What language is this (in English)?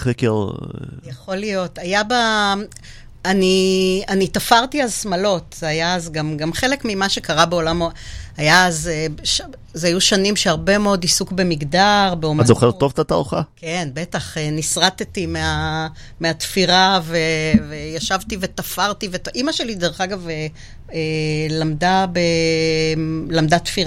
Hebrew